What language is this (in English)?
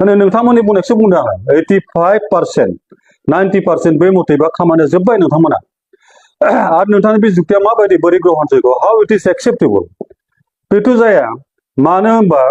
Bodo